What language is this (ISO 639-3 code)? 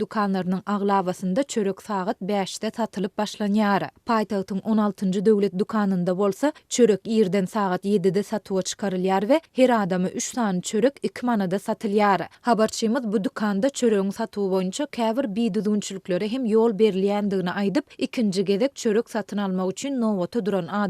tuk